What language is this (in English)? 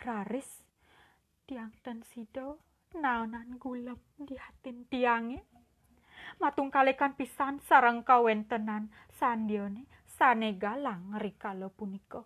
Balinese